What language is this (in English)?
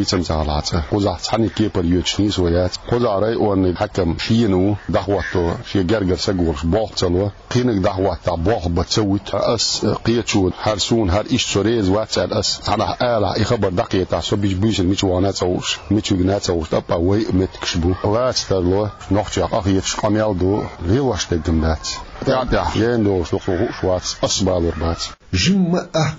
Chechen